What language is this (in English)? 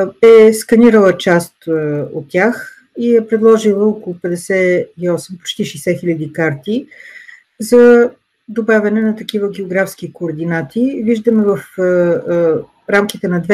Bulgarian